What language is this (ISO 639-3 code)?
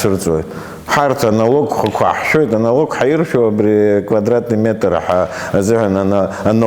abk